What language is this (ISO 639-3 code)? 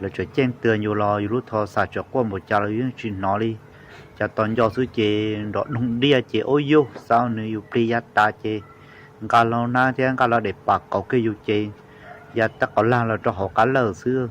hmn